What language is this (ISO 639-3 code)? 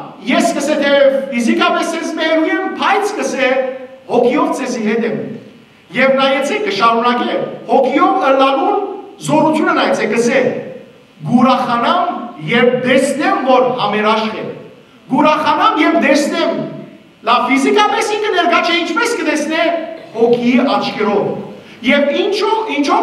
hyw